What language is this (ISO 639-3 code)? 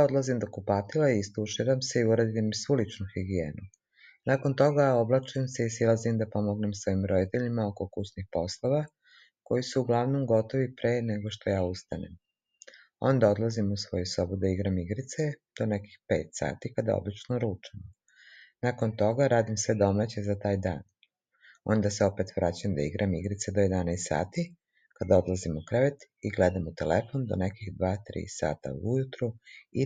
srp